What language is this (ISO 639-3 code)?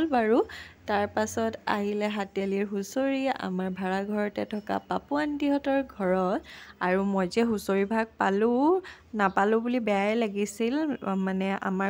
asm